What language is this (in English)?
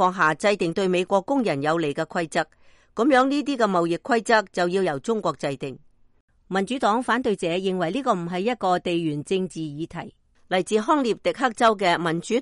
Cantonese